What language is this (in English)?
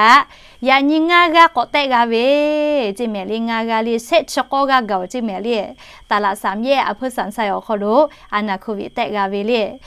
Lahu